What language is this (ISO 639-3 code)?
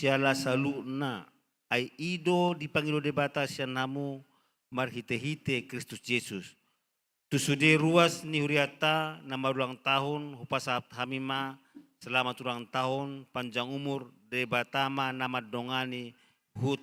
bbc